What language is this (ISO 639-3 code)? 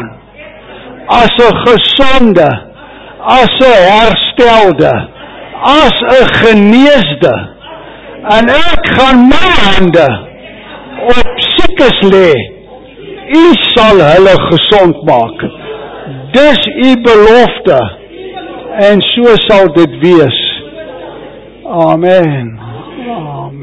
afr